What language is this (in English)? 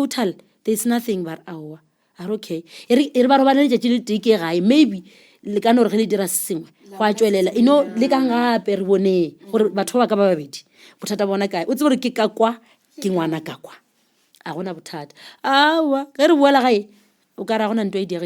Northern Sotho